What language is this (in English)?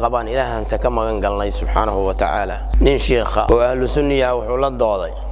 Somali